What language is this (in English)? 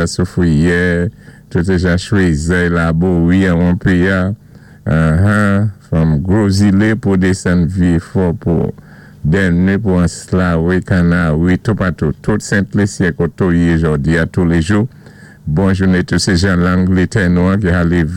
Saint Lucian Creole French